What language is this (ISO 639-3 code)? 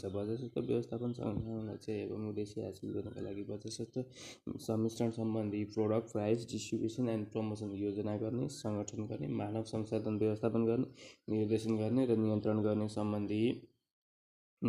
nep